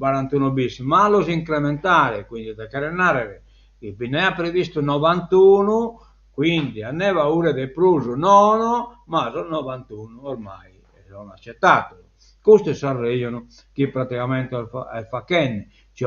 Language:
Sardinian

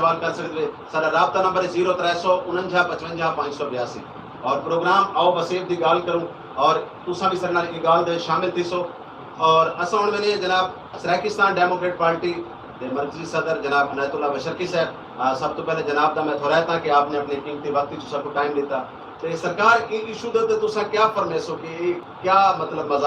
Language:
Saraiki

